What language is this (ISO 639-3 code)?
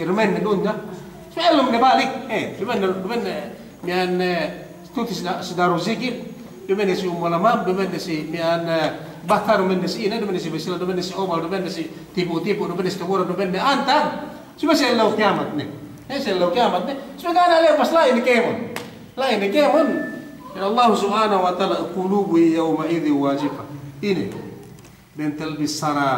yka